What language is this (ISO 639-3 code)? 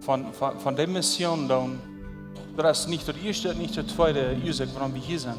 pdt